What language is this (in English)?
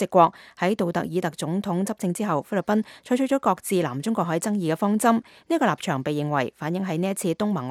Cantonese